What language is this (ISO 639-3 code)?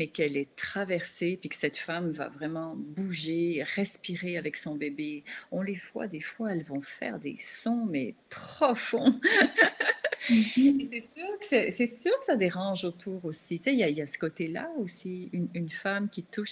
fra